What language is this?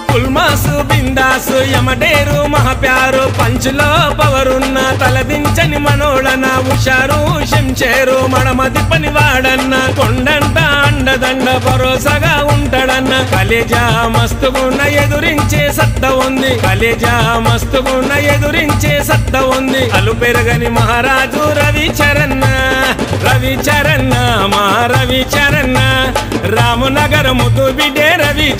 Telugu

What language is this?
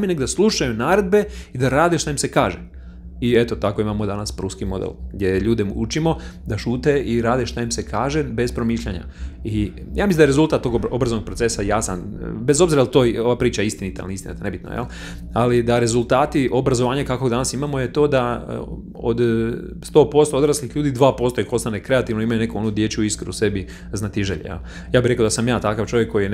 Croatian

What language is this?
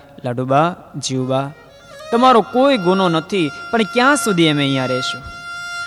Gujarati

